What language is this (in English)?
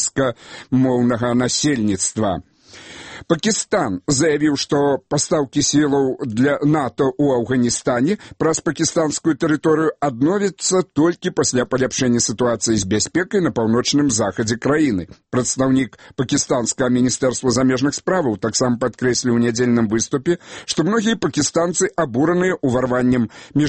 Belarusian